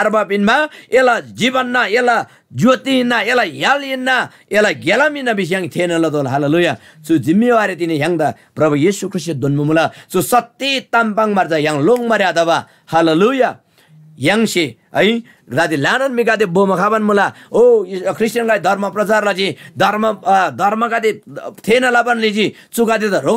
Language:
Eastern Tamang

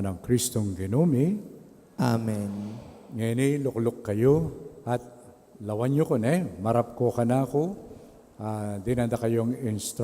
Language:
Pampanga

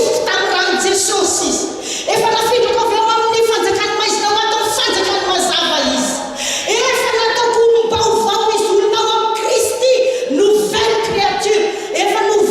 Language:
Malagasy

